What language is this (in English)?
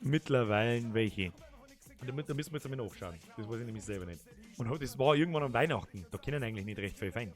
Bavarian